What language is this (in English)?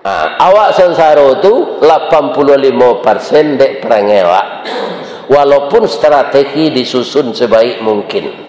Minangkabau